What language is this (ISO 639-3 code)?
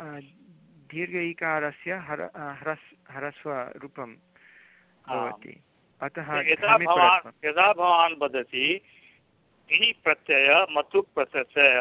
san